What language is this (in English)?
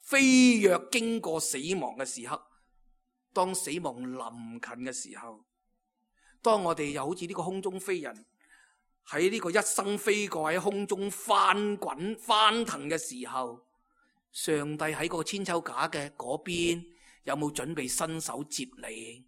Cantonese